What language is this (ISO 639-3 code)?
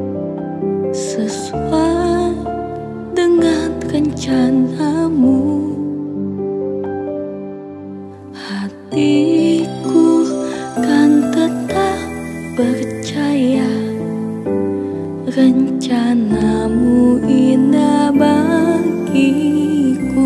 ind